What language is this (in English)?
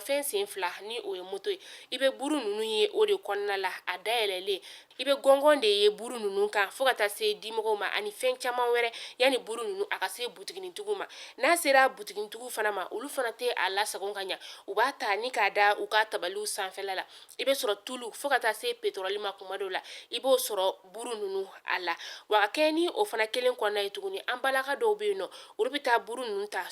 Bambara